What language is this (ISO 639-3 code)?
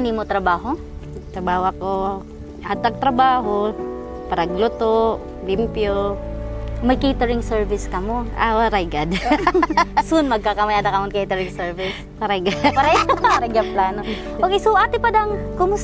war